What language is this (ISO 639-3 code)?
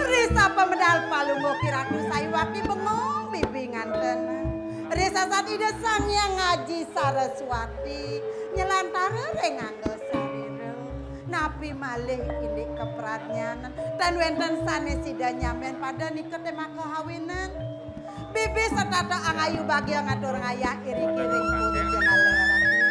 ban